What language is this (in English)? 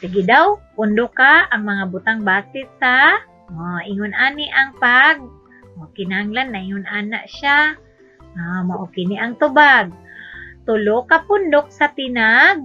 Cebuano